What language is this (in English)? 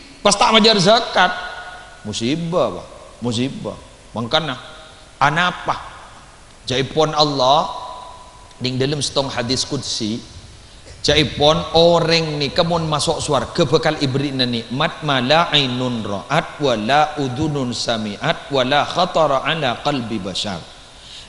Madurese